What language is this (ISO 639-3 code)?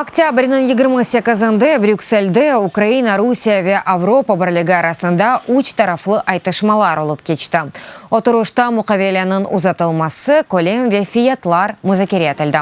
crh